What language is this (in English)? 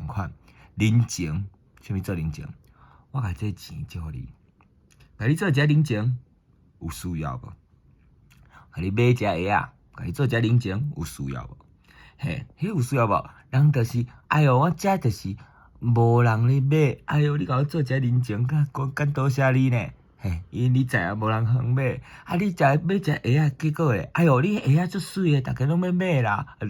Min Nan Chinese